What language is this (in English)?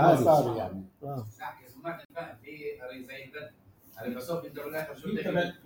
North Levantine Arabic